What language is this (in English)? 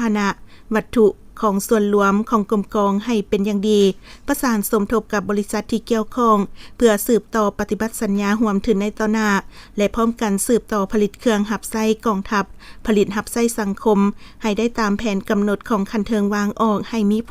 Lao